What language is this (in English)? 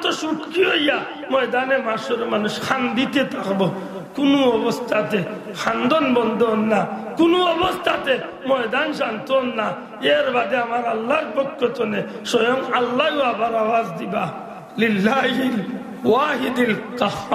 Sylheti